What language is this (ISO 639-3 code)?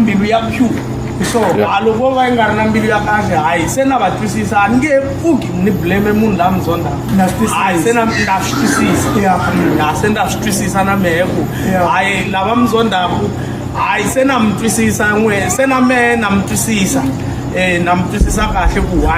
tso